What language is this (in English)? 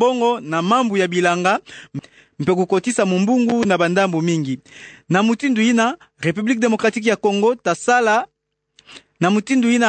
Kituba (Democratic Republic of Congo)